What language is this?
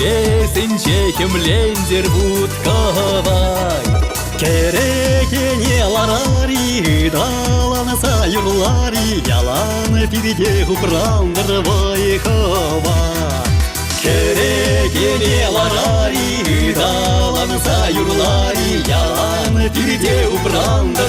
Chuvash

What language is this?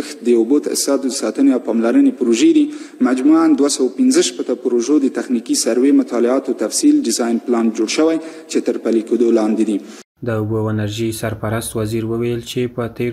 Pashto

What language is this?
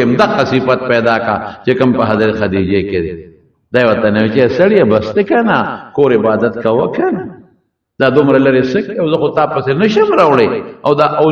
Pashto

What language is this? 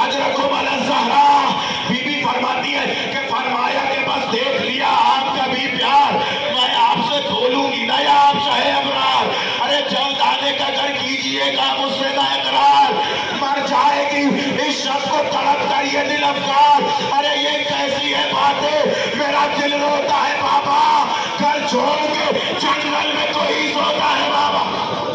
Urdu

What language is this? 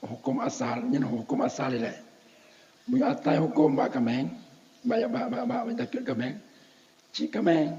Achinese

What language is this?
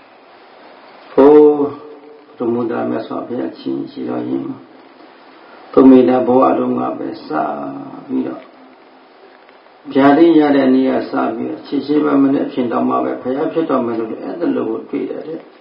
Burmese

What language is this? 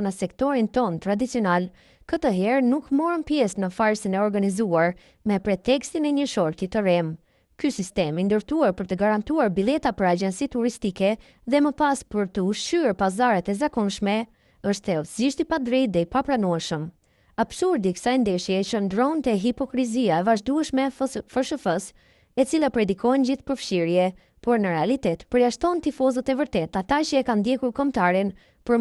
Albanian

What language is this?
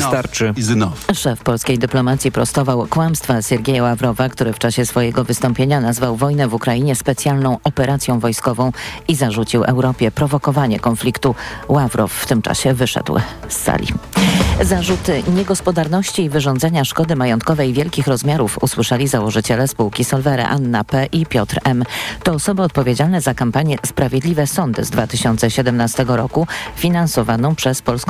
Polish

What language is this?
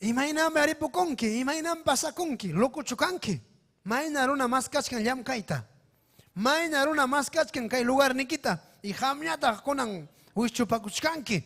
Ayacucho Quechua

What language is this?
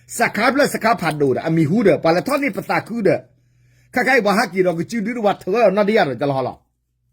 S'gaw Karen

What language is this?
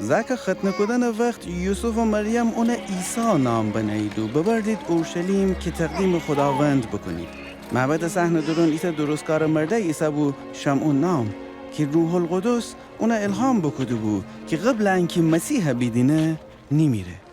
Gilaki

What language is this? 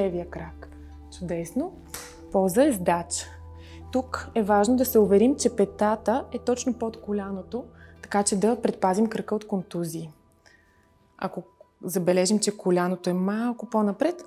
Bulgarian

